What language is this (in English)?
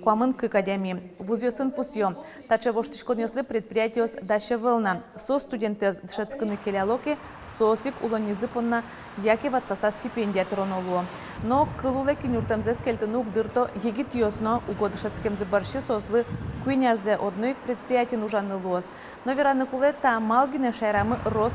Udmurt